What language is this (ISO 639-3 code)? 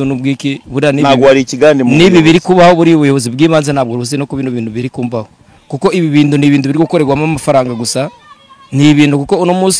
kin